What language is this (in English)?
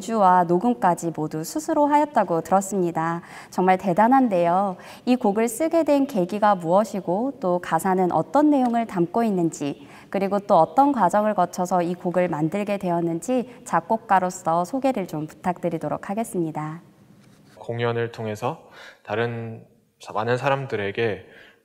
Korean